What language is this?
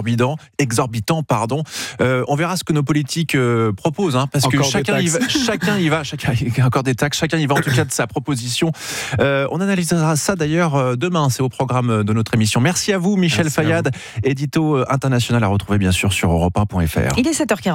French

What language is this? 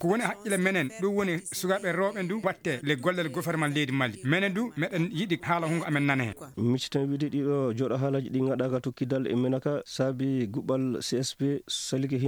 Nigerian Fulfulde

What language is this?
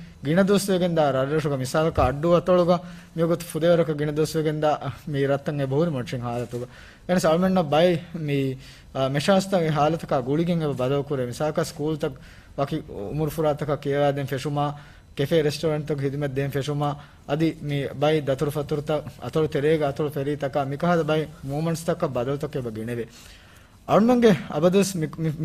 Divehi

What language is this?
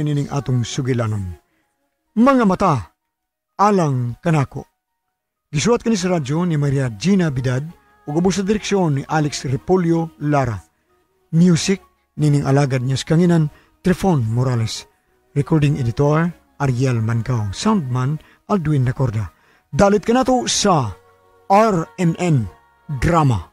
Cebuano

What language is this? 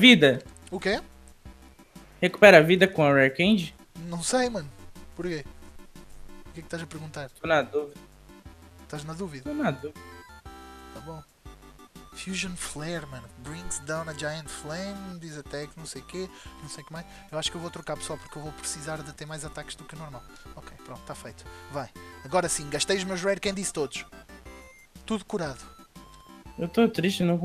Portuguese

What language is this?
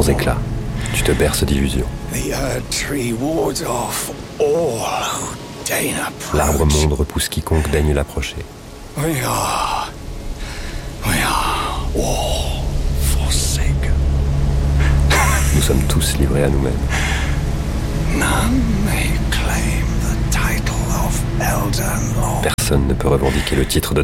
French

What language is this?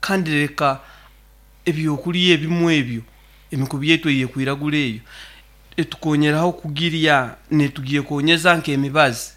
Nyankole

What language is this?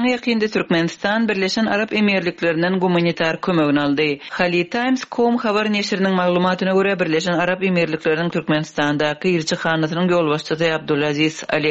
Turkmen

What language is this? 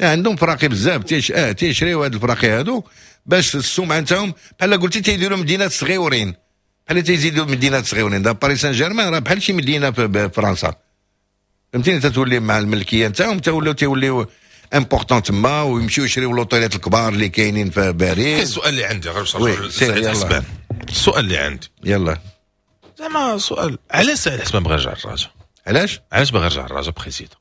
Moroccan Arabic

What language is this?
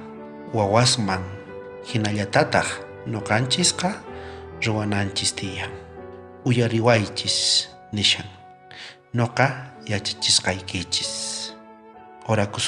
South Bolivian Quechua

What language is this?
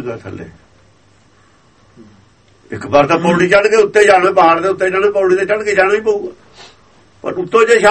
Punjabi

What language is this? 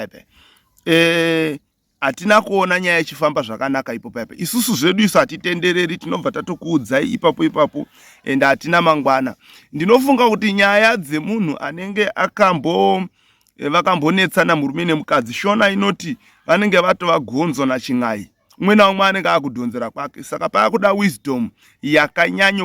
Shona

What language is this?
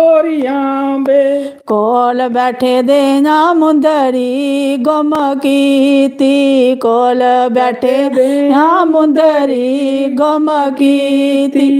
Dogri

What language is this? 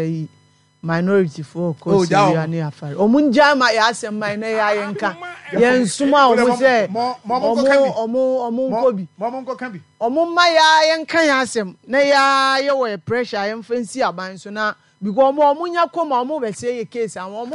Akan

